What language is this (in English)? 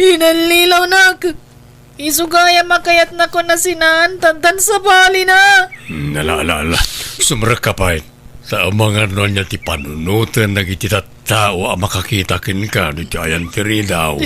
Iloko